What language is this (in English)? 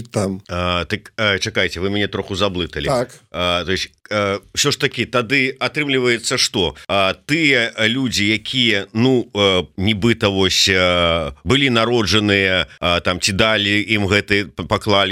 Belarusian